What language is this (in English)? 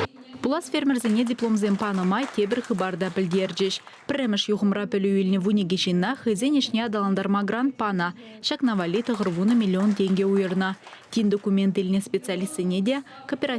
Chuvash